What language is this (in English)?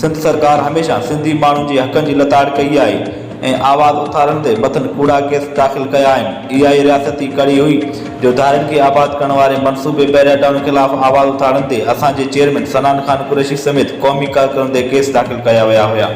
Sindhi